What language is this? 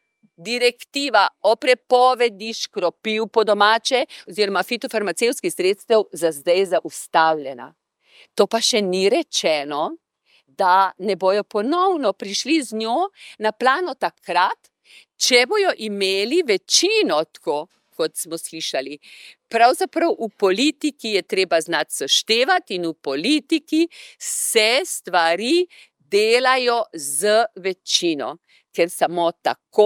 Slovenian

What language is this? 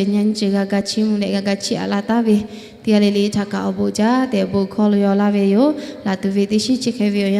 Lahu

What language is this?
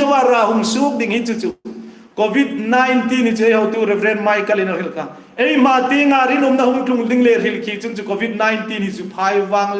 Hmar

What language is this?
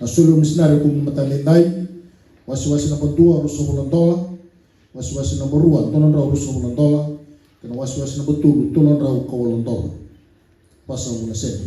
Fijian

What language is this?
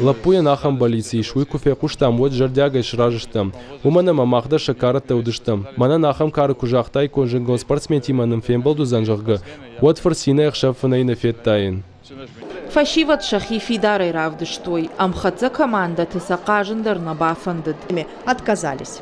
Ossetic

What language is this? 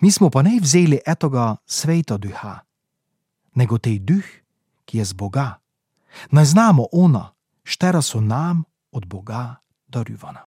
Slovenian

